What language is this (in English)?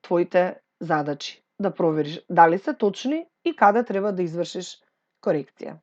Macedonian